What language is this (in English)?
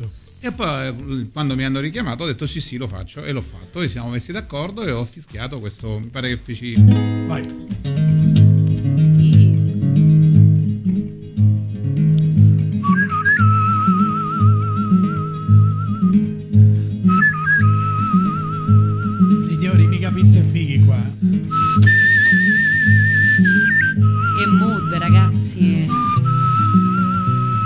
Italian